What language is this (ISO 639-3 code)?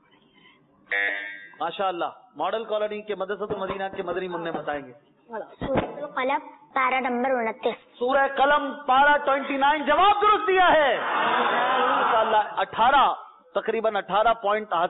urd